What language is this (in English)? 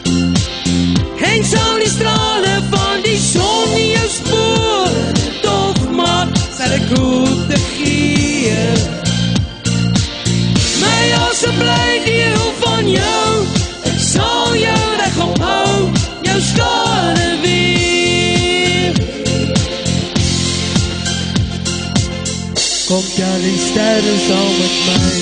Afrikaans